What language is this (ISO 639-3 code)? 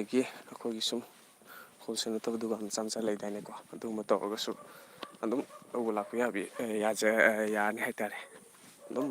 mni